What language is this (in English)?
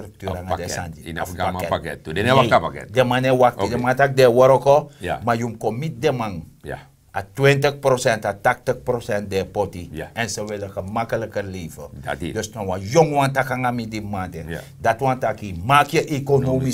Sranan Tongo